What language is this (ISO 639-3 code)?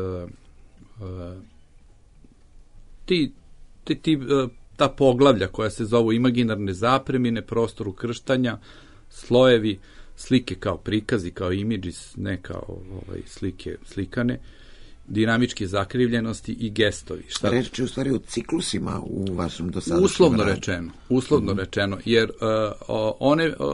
srp